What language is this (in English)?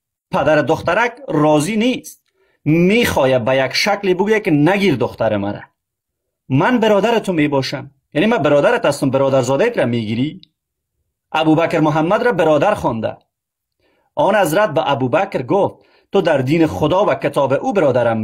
Persian